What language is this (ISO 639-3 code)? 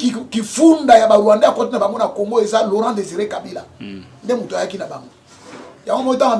lin